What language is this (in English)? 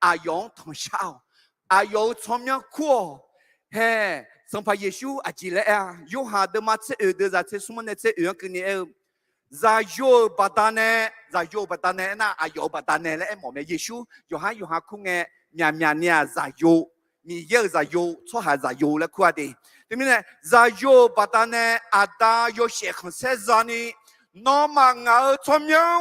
Akha